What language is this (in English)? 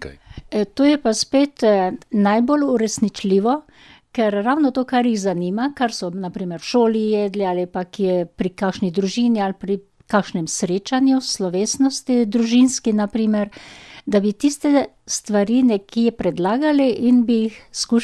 Slovenian